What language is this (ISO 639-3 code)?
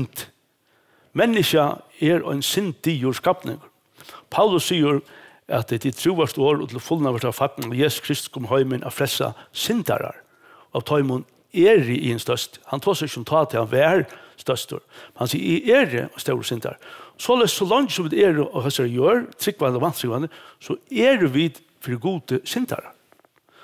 fao